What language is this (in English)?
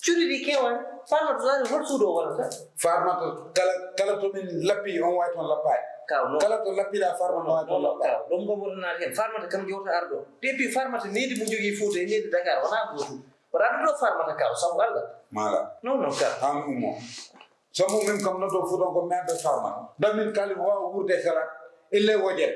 Fula